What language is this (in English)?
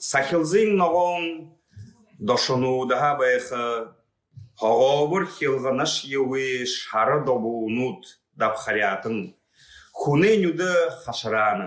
Buriat